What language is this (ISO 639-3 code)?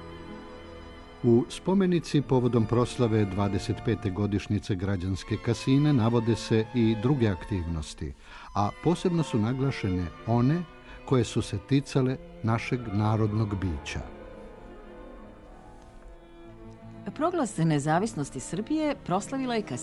srp